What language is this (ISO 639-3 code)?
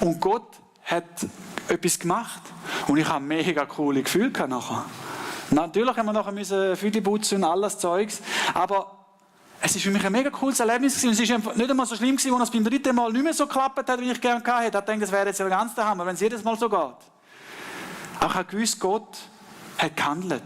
gsw